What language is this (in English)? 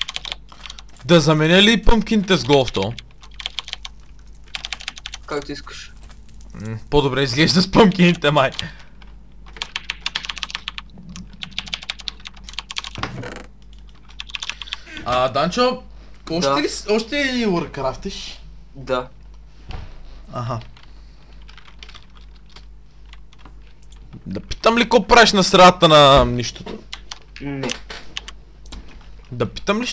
Bulgarian